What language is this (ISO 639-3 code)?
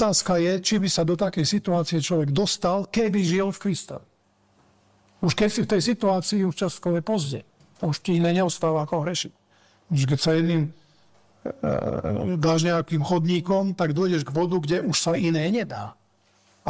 slk